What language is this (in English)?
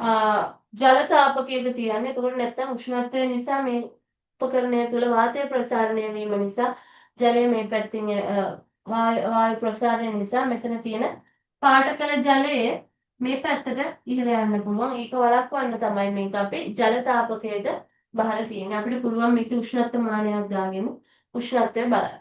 Sinhala